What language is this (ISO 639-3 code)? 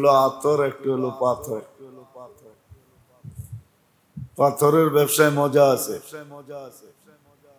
ben